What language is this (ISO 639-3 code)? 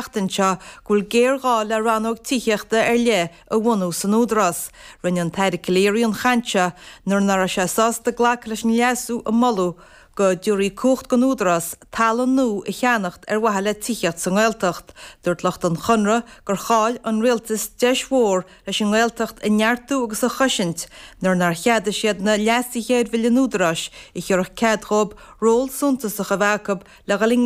gle